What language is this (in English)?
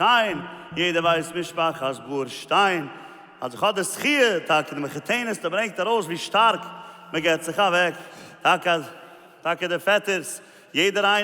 Yiddish